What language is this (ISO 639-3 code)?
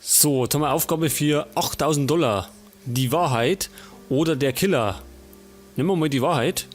bar